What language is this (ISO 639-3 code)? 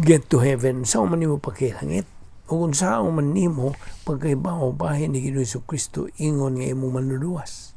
ceb